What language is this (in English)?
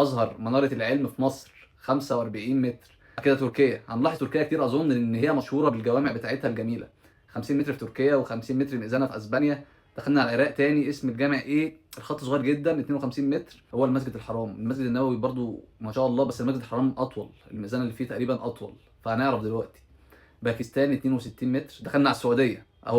Egyptian Arabic